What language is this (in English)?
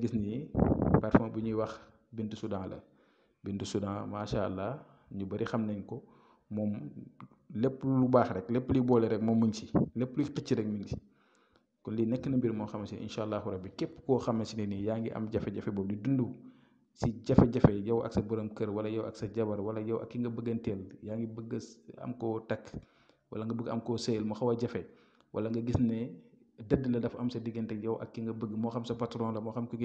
Wolof